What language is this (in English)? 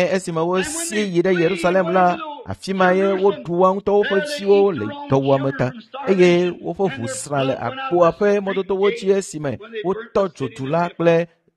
Ewe